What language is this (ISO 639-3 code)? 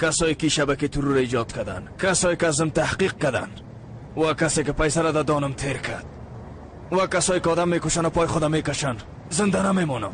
fas